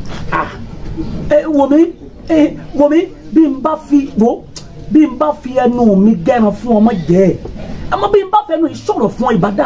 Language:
Yoruba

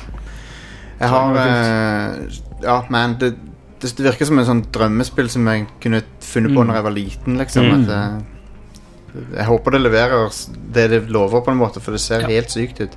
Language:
Norwegian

